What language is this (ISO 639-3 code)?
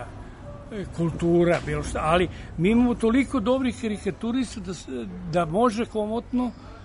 srp